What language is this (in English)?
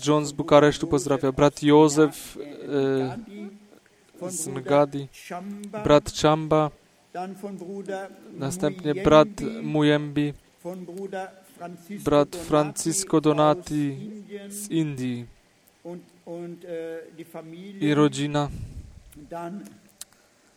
Polish